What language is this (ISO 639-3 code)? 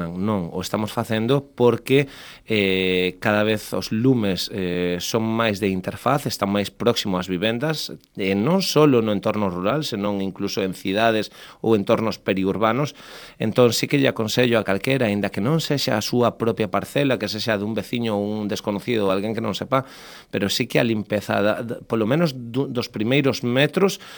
glg